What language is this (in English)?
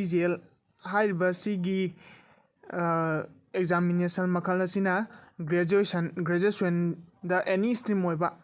Manipuri